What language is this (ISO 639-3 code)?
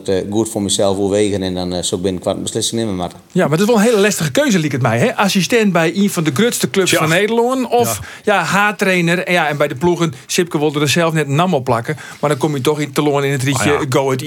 fry